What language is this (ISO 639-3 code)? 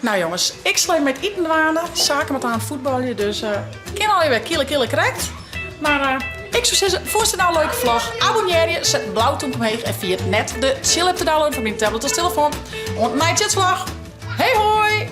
fry